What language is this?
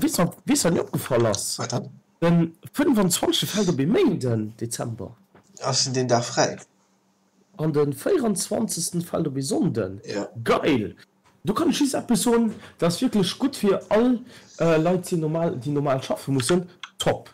Luxembourgish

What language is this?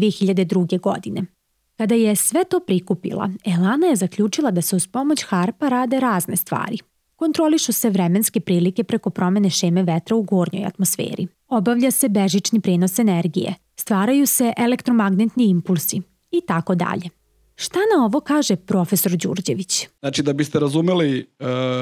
Serbian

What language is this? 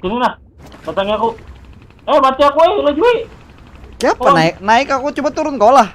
Banjar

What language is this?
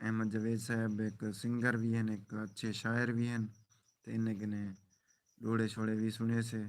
Saraiki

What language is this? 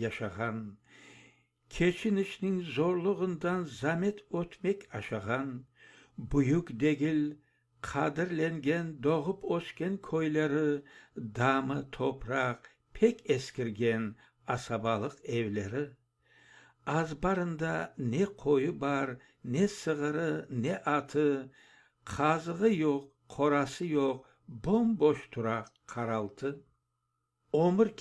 Crimean Tatar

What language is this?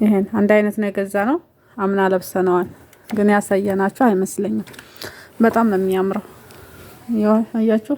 Amharic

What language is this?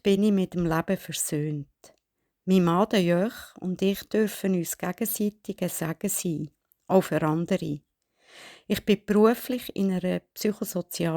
Swiss German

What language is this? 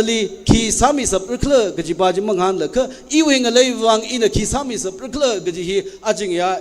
Tangkhul Naga (India)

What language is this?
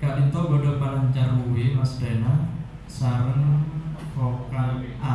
Madurese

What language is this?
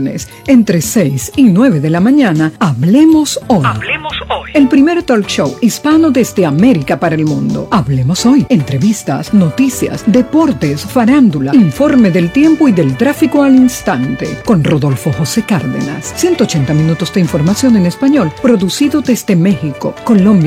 Spanish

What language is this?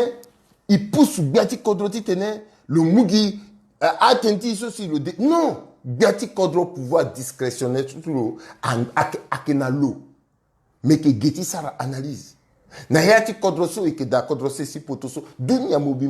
Sango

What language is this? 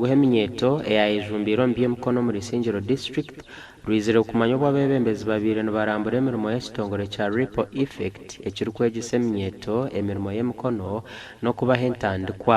Nyankole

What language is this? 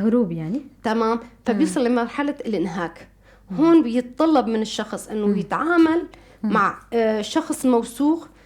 North Levantine Arabic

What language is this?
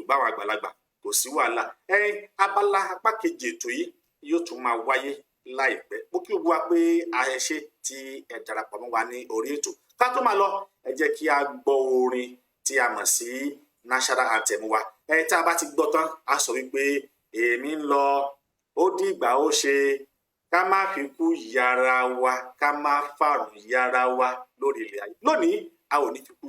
Yoruba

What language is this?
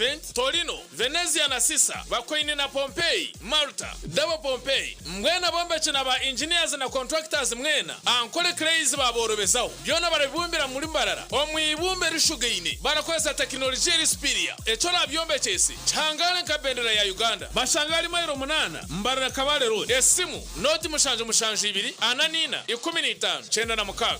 Nyankole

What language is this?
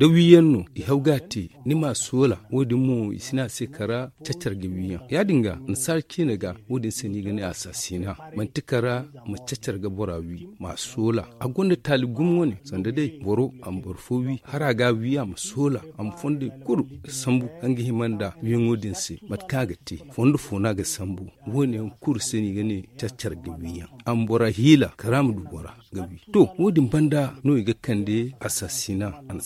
Zarma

